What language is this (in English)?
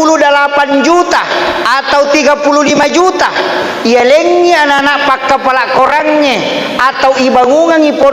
Buginese